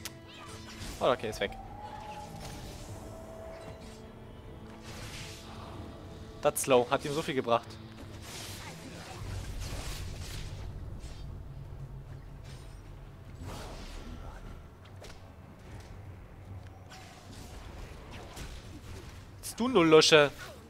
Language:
German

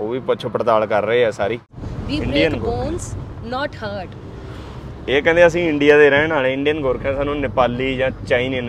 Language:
Punjabi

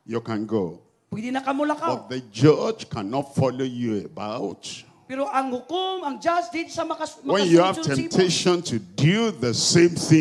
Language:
Cebuano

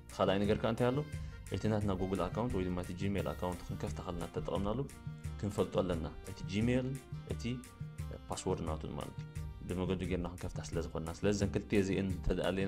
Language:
Tigrinya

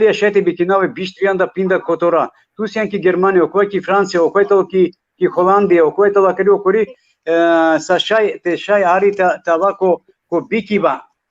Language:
Balkan Romani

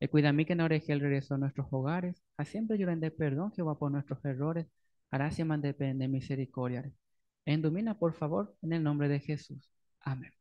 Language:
Guarani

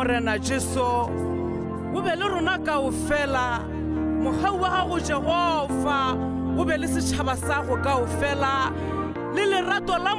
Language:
Tswana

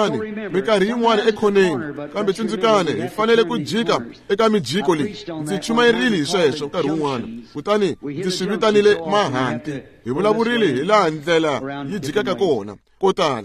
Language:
Tsonga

